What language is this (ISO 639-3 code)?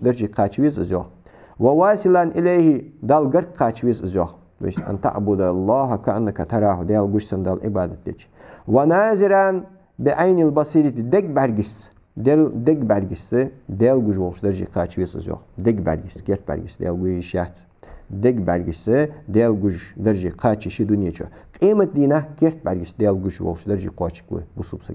inh